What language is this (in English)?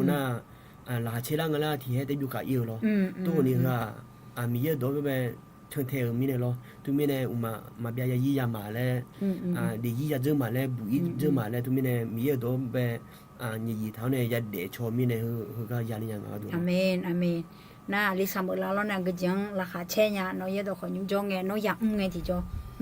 Akha